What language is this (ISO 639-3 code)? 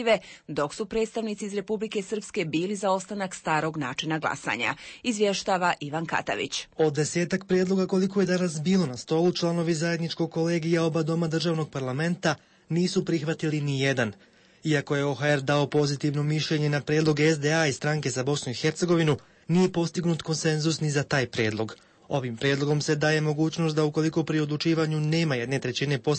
bos